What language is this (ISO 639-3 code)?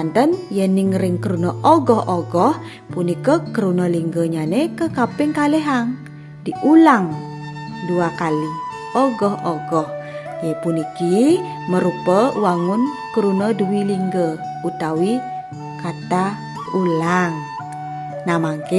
ban